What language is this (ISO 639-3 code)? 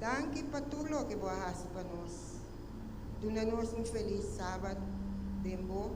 pap